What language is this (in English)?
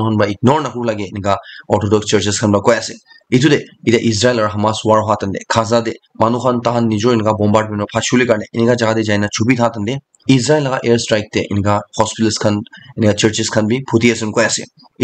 Naga Pidgin